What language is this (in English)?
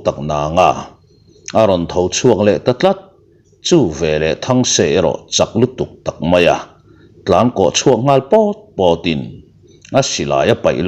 Mizo